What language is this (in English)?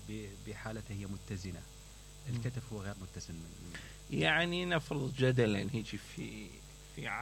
Mesopotamian Arabic